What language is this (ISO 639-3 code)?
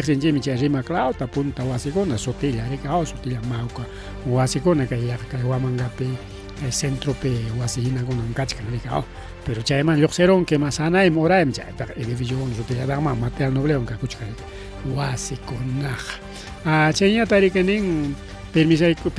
quy